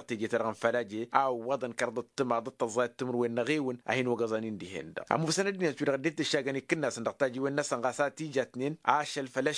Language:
Tamasheq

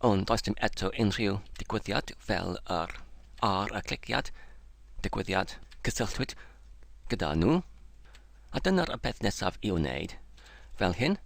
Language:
Welsh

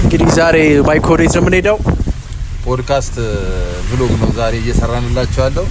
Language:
Amharic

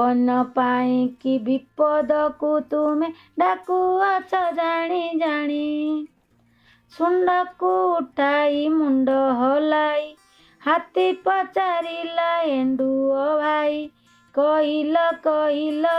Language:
Odia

